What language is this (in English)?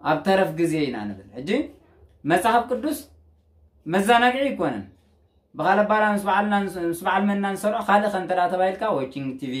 Tigrinya